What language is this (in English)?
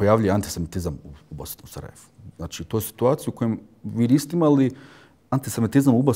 Bosnian